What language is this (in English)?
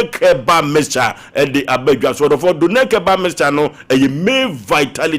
Akan